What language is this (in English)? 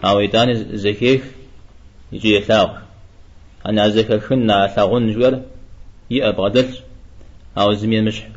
Kabardian